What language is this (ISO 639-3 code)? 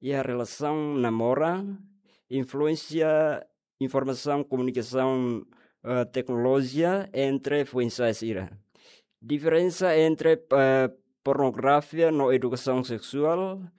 tet